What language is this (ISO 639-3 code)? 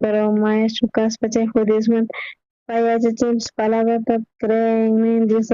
quh